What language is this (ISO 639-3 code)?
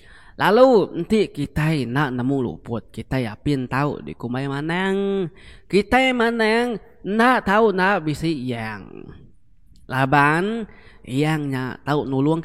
iba